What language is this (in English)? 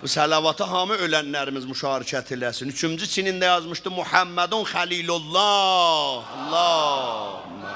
South Azerbaijani